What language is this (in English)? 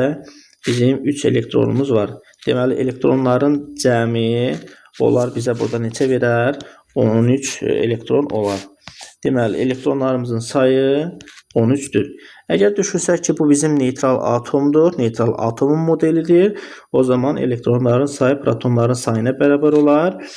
Azerbaijani